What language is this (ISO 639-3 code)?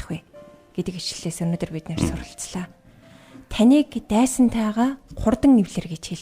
mon